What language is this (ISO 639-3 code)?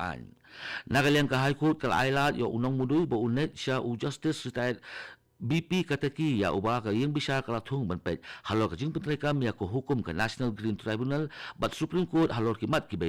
kha